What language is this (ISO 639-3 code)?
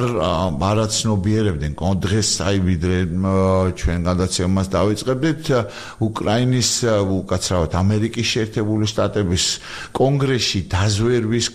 kat